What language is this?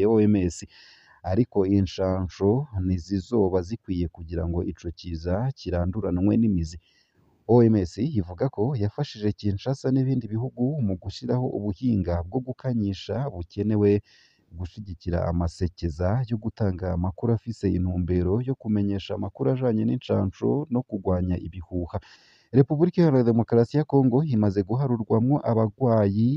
Rundi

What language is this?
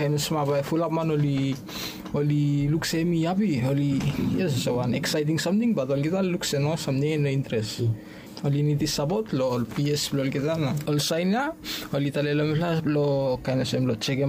Bislama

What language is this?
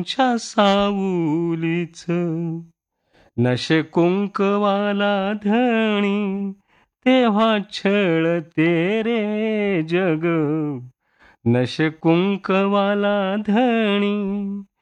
Marathi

